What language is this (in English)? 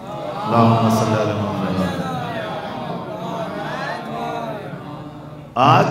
Urdu